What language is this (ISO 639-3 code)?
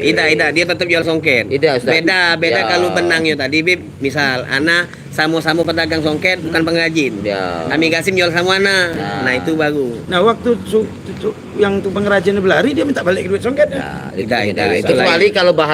mui